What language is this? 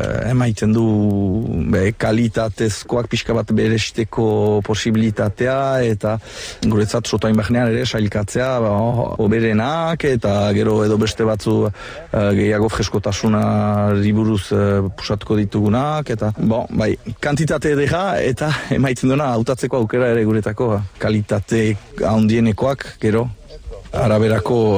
Basque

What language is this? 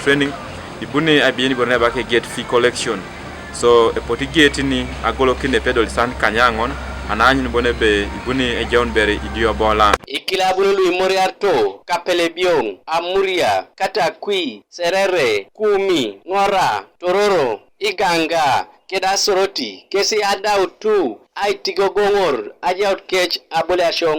Teso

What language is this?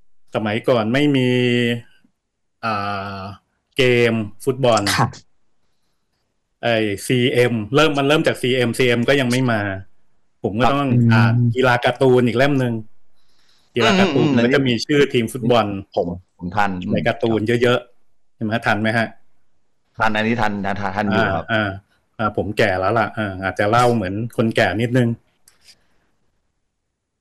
Thai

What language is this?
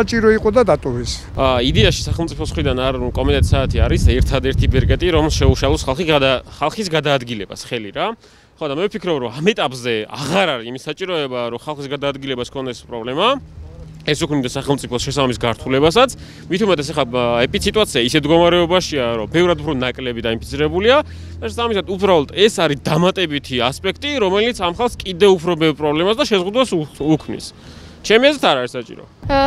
Georgian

